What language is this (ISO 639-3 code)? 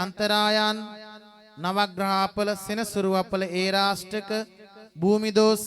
sin